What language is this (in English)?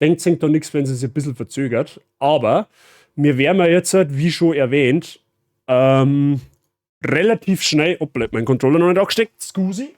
Bavarian